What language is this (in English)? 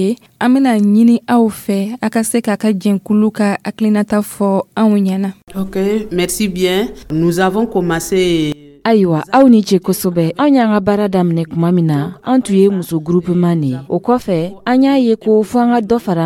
Dyula